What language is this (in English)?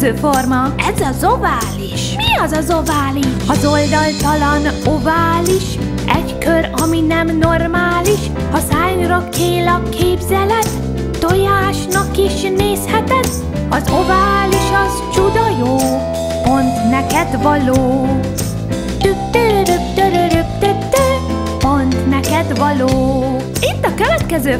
Hungarian